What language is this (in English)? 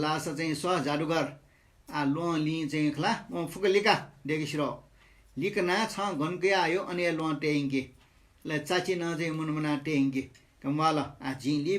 Newari